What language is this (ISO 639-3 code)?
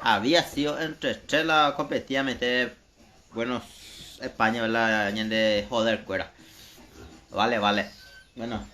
grn